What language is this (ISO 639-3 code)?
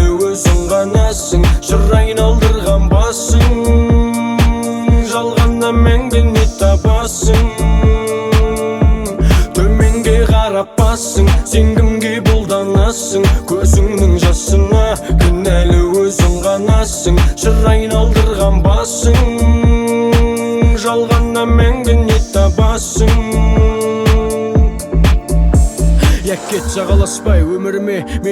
kaz